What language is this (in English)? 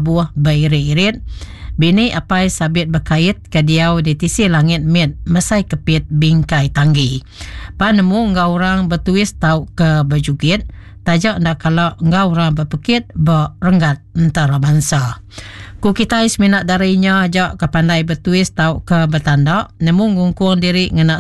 Iban